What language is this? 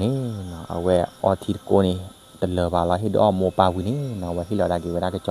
S'gaw Karen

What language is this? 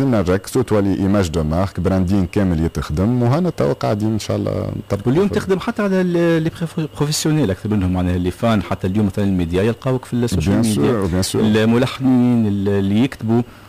Tunisian Arabic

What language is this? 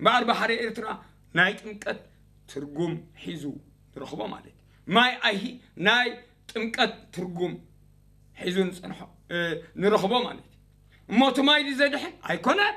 Tigrinya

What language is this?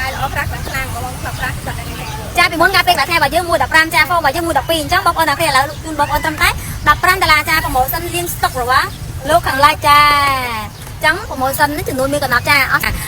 Khmer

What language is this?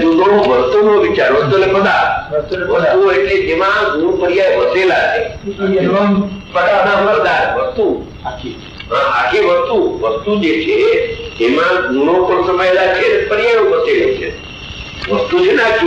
Gujarati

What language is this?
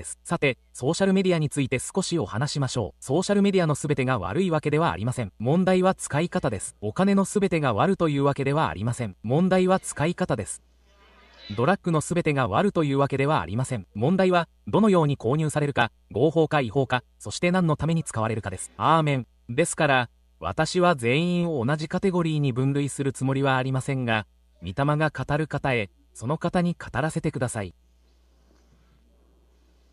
Japanese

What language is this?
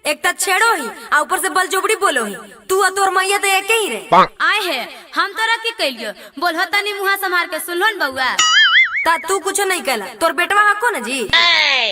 Magahi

